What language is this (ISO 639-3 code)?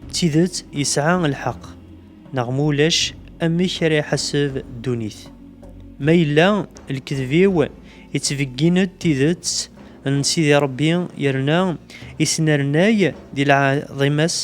kab